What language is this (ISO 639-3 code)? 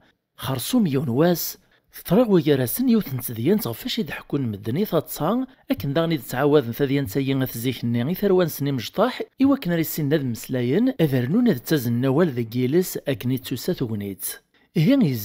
kab